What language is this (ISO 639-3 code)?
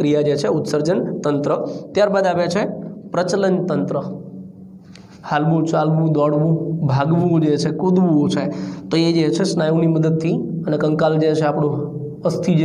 guj